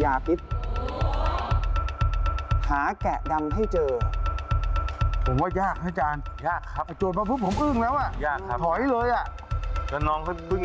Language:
Thai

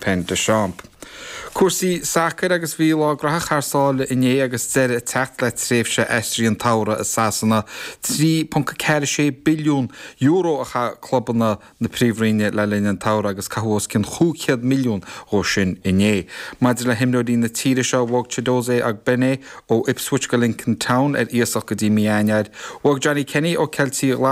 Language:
Irish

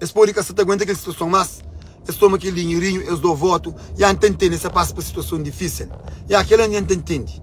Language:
Kabuverdianu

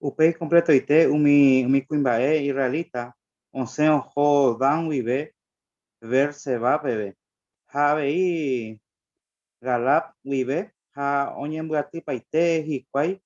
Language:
Guarani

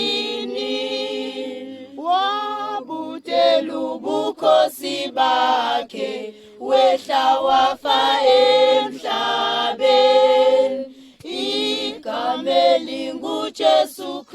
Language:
Zulu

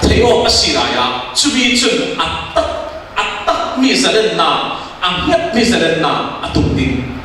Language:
Falam Chin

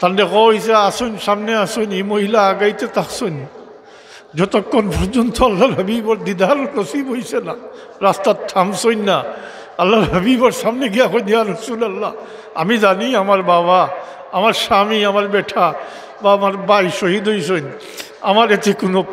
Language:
Sylheti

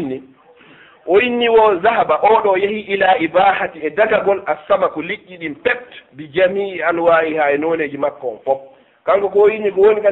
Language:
Fula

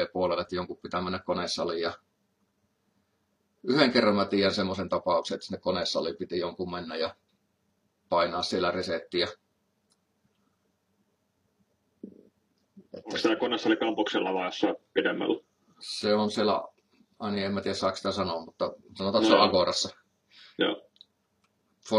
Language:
Finnish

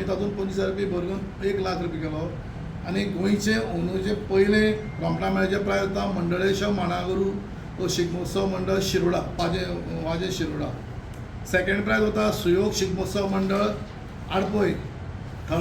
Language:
Konkani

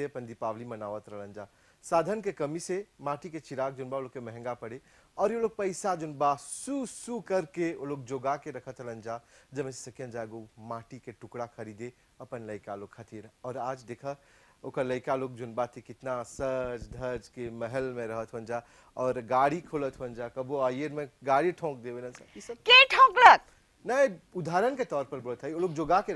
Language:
Bhojpuri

